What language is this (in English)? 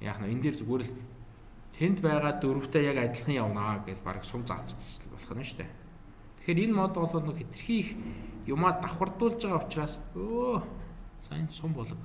Mongolian